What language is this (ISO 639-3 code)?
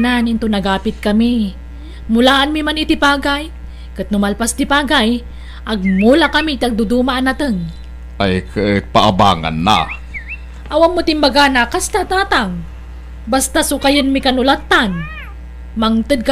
ilo